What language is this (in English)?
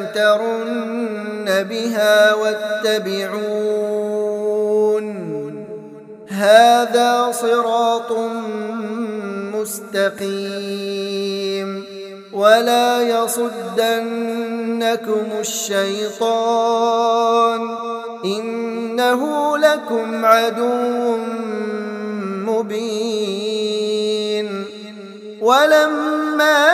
Arabic